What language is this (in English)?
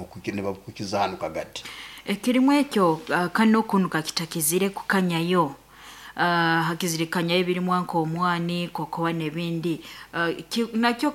Nyoro